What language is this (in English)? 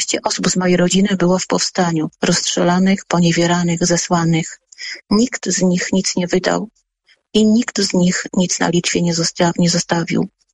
Polish